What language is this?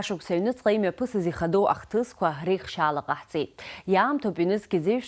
Abkhazian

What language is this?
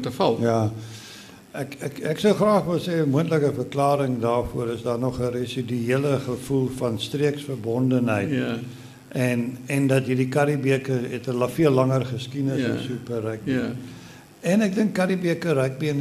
Afrikaans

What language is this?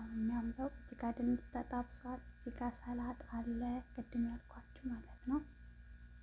Amharic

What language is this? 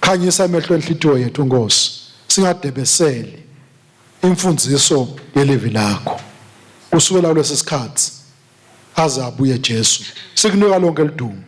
Swati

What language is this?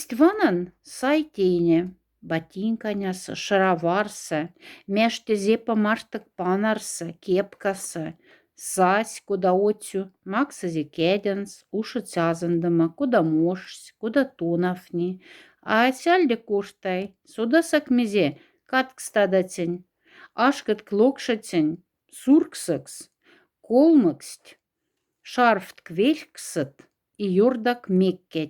Moksha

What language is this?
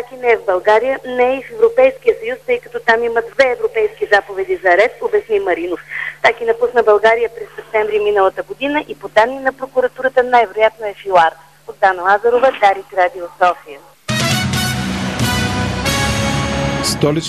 Bulgarian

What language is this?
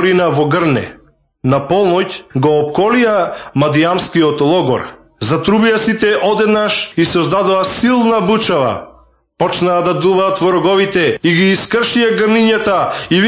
Macedonian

